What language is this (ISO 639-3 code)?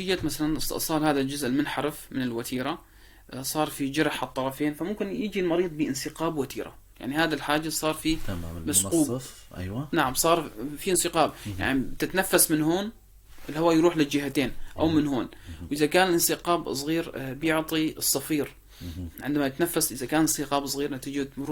apc